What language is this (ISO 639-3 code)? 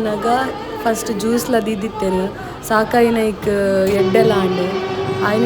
tcy